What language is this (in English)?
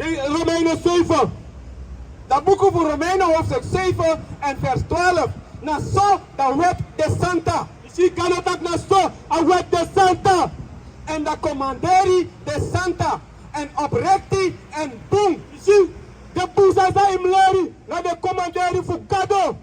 Sranan Tongo